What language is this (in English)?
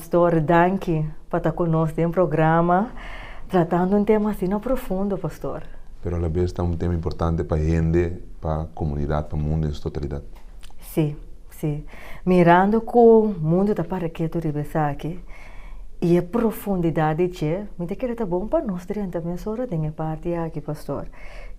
Papiamento